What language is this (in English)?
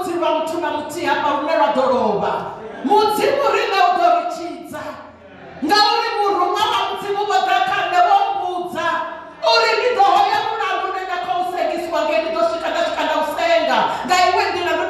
Venda